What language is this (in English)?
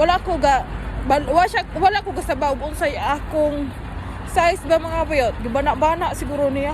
Cebuano